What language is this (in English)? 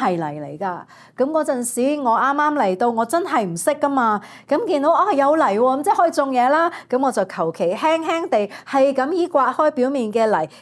Cantonese